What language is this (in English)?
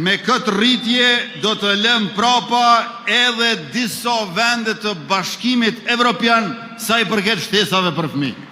Albanian